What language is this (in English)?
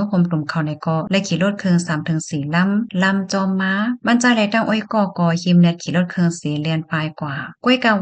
Shan